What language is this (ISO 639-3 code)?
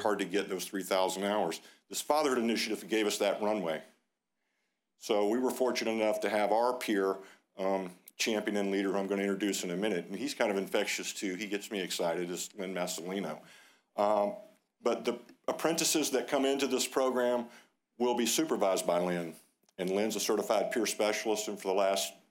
eng